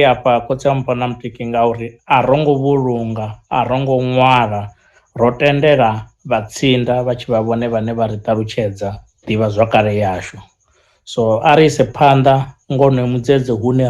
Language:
Venda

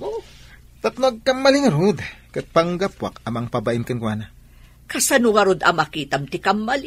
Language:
Iloko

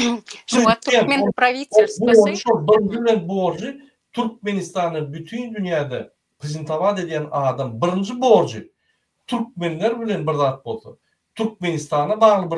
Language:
Turkmen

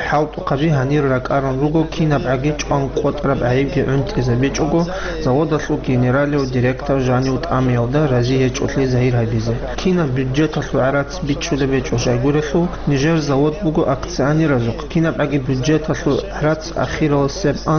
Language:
Avaric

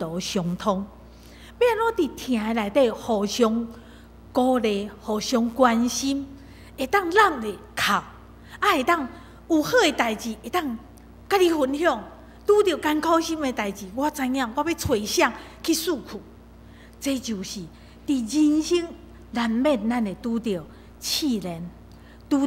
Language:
Min Nan Chinese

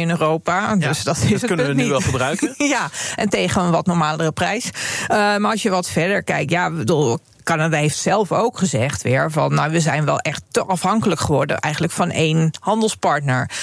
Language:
Dutch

